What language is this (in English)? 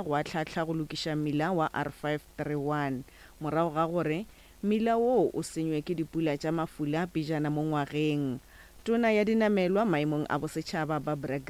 Northern Sotho